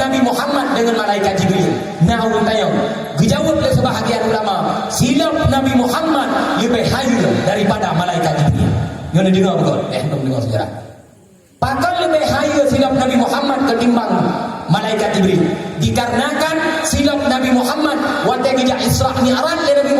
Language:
Achinese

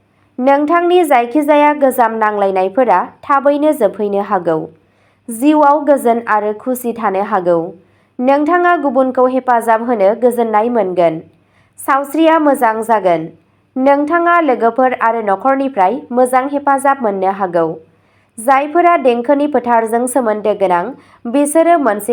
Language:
Bodo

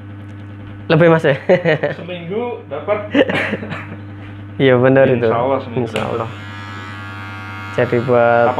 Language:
Indonesian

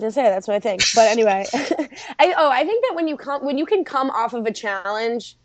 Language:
English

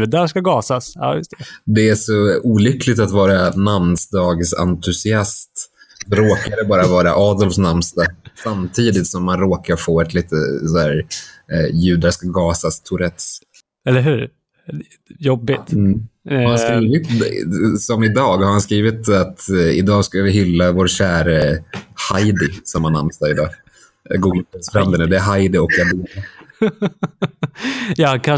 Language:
Swedish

